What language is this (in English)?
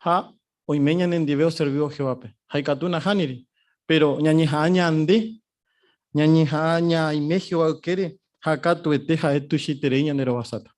Guarani